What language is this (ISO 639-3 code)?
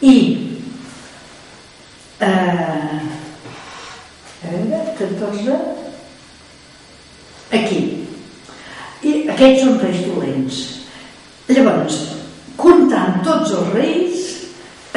cat